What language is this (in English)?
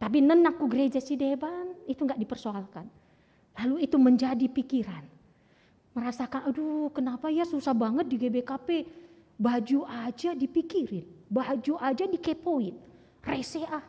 Batak Karo